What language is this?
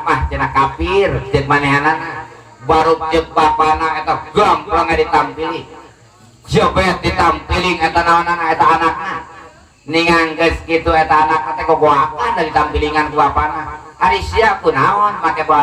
Sundanese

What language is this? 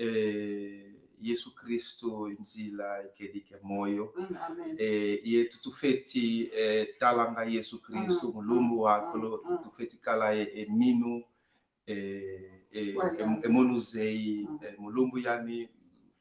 Kongo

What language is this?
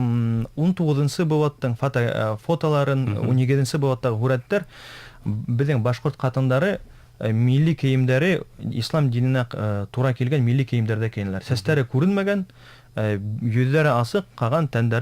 Bashkir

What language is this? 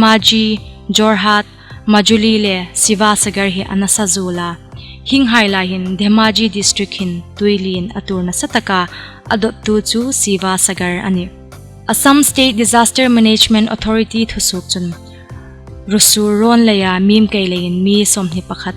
Hmar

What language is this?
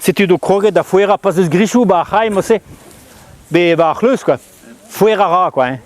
Breton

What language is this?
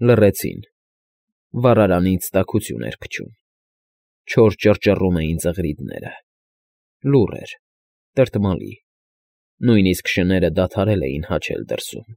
Armenian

